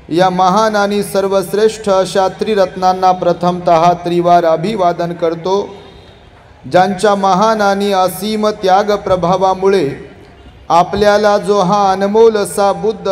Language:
Marathi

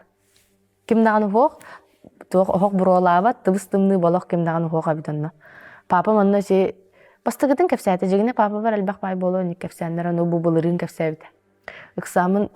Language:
Yakut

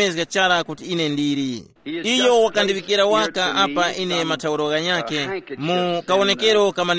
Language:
Tumbuka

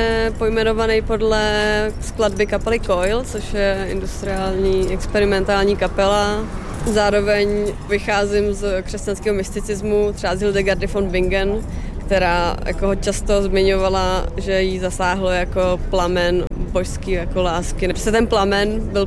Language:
Czech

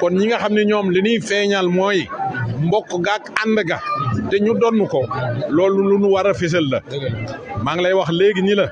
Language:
Wolof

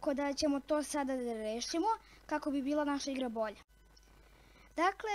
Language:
Serbian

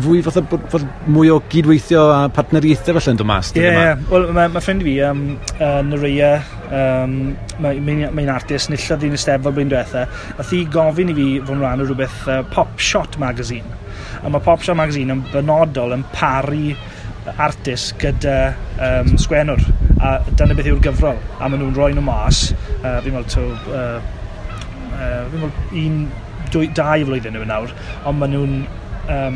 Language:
Welsh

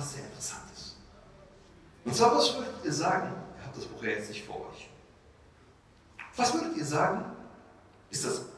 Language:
German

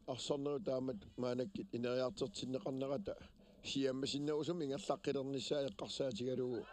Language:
Kalaallisut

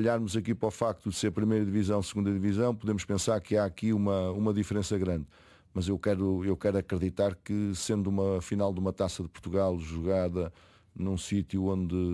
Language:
Portuguese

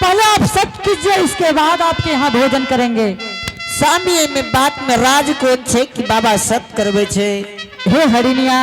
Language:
Angika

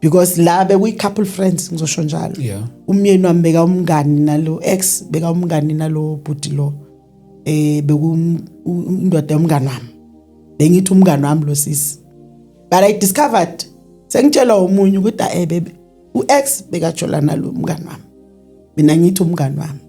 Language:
Zulu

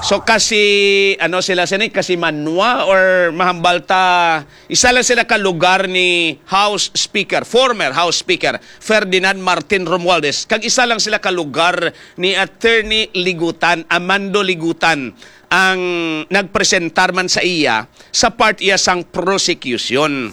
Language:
Hiligaynon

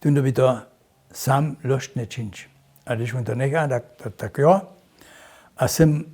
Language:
Upper Sorbian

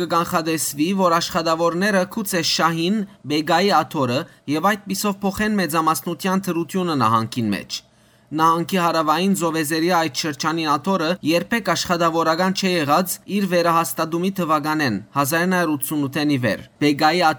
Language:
Western Armenian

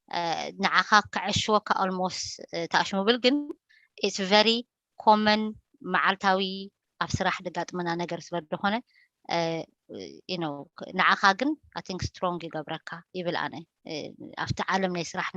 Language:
Tigrinya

